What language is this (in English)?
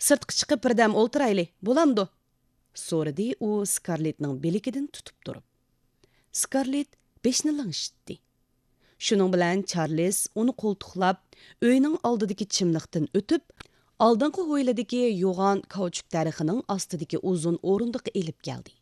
Uyghur